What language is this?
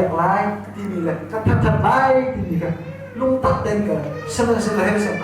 Hakha Chin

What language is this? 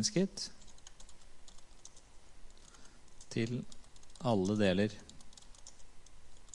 Norwegian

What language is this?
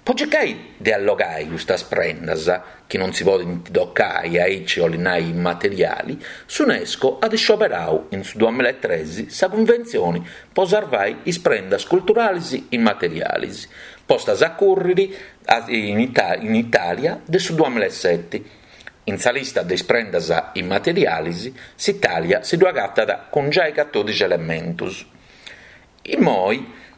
Sardinian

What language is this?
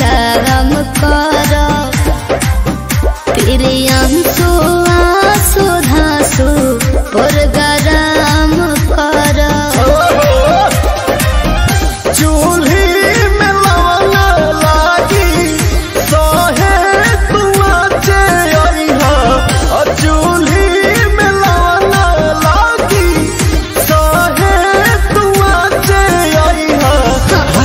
Bhojpuri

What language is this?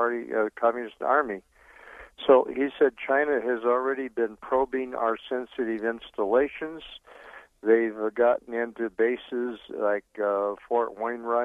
English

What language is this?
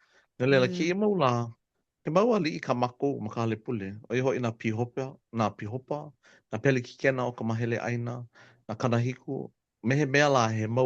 Hawaiian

